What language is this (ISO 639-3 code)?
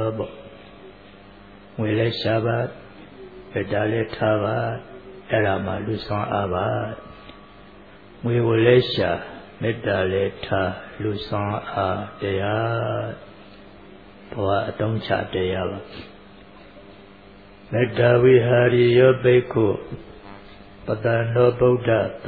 mya